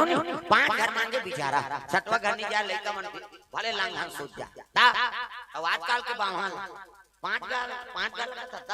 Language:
Chhattisgarhi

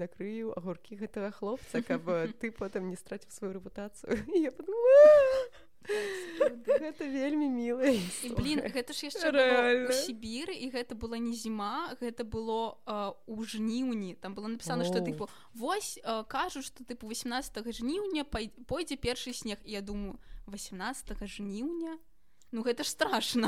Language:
Belarusian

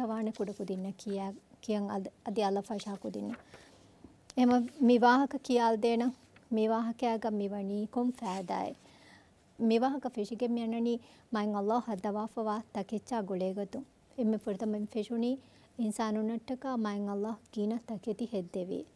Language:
Divehi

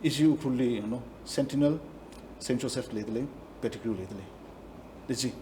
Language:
Tangkhul Naga (India)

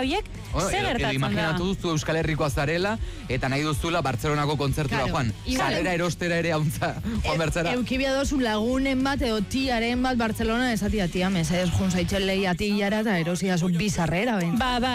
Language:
Basque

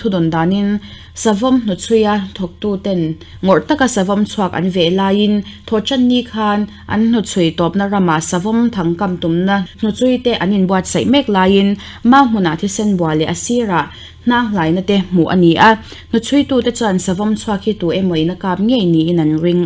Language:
Mizo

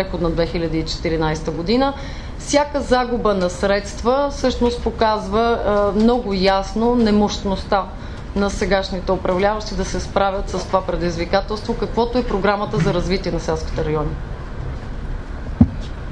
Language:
Bulgarian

